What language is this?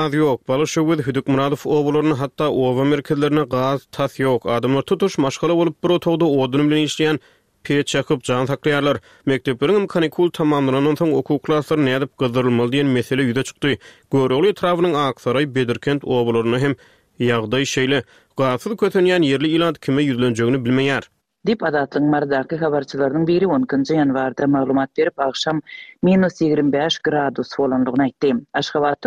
Turkmen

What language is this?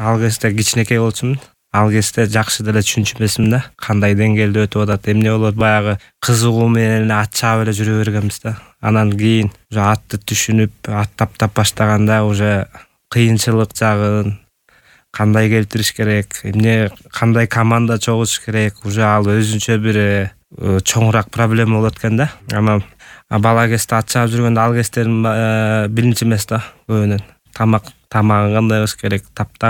Kyrgyz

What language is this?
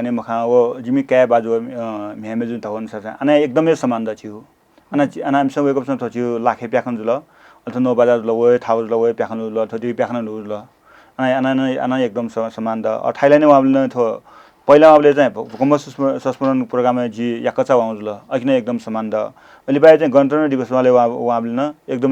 Newari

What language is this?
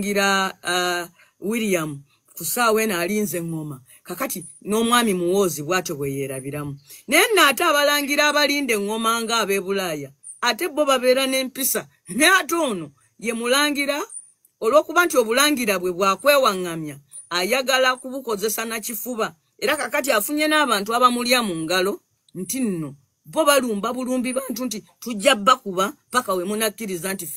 Ganda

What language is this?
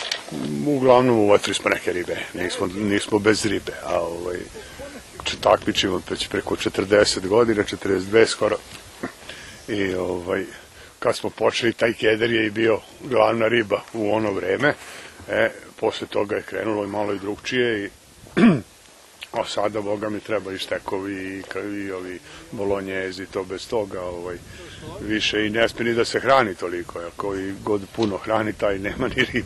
Serbian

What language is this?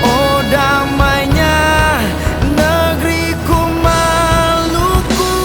Ambonese Malay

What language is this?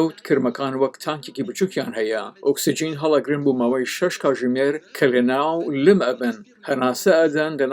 Central Kurdish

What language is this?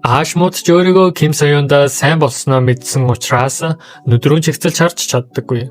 Mongolian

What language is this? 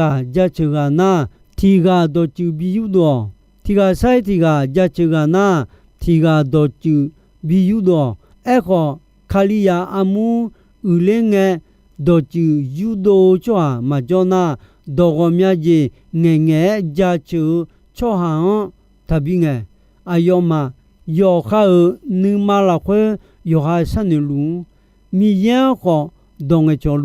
Akha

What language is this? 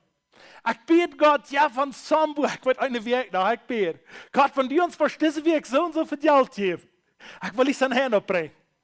Plautdietsch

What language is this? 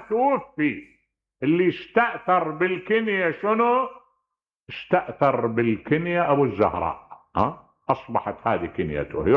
Mesopotamian Arabic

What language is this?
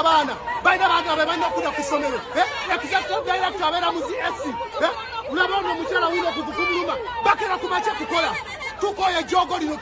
Ganda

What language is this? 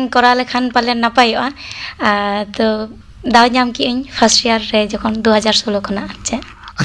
Santali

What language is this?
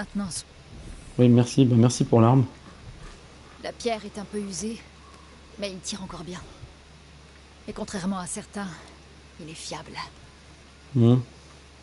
French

